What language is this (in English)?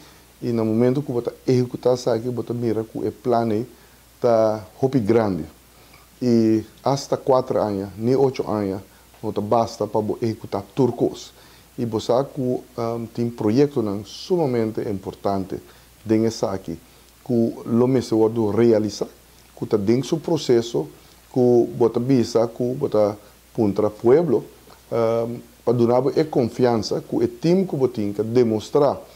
Papiamento